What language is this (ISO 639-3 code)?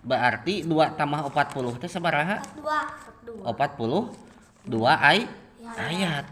sun